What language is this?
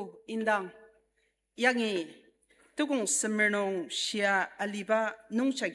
Ao Naga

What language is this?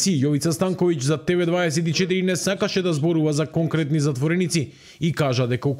Macedonian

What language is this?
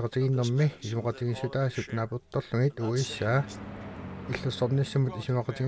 Kalaallisut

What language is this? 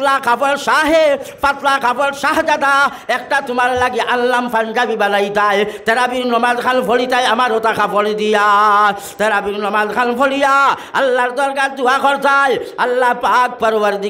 Sylheti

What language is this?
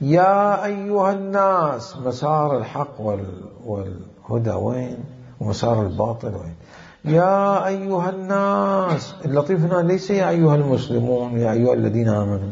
Mesopotamian Arabic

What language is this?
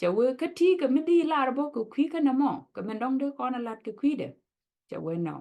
Nuer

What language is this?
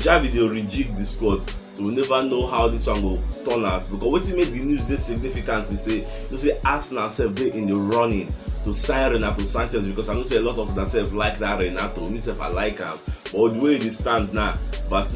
Nigerian Pidgin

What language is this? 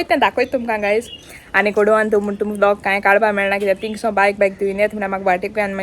Konkani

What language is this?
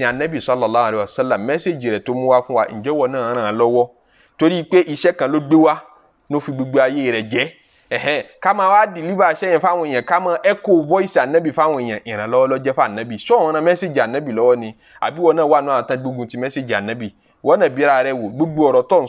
Yoruba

